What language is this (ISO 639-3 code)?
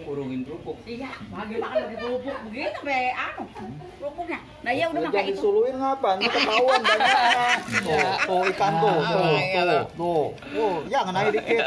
bew